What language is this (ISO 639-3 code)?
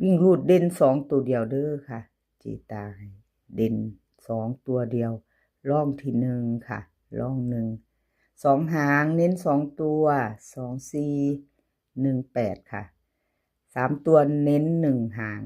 tts